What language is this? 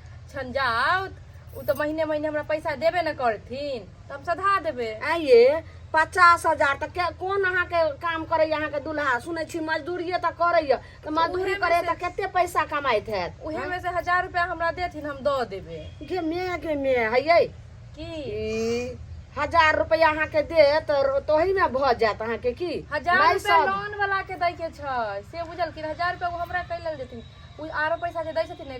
Maithili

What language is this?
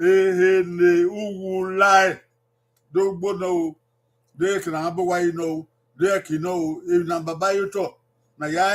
Bini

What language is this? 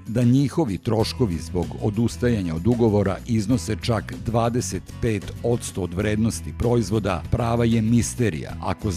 Serbian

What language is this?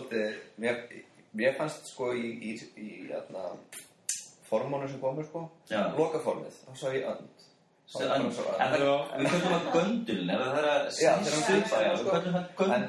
Icelandic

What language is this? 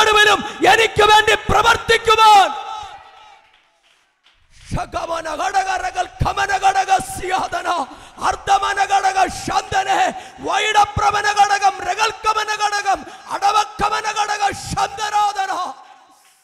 Malayalam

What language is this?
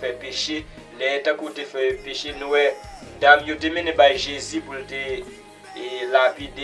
Haitian Creole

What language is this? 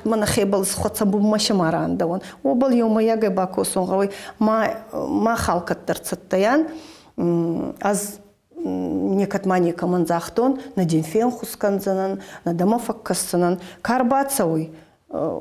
Ossetic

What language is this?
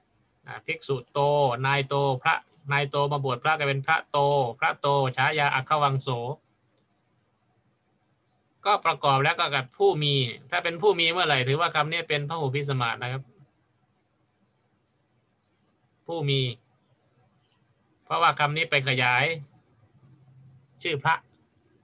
Thai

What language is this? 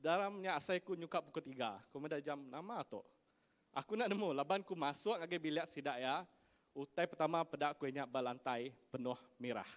Iban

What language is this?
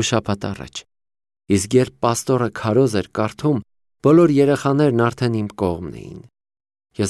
Armenian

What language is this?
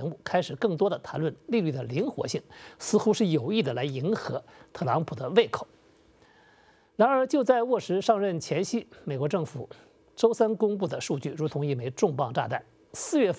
Chinese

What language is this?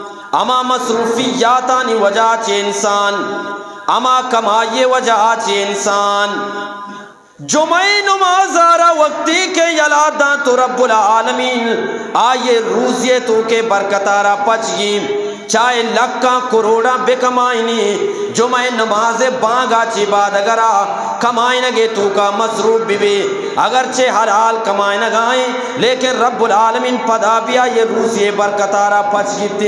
Eastern Balochi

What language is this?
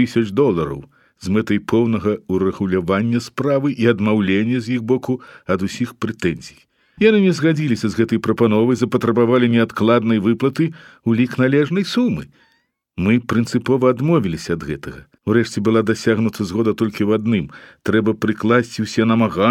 Belarusian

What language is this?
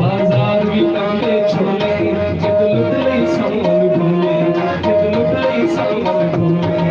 Saraiki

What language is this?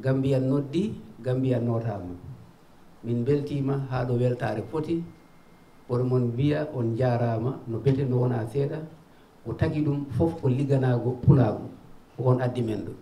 Fula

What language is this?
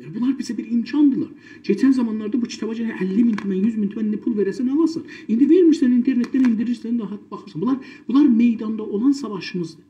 South Azerbaijani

